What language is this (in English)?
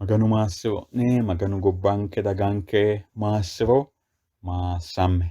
Sidamo